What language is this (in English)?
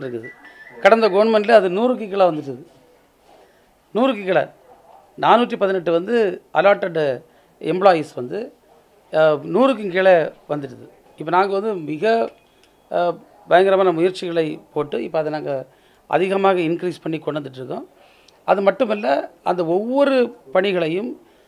Tamil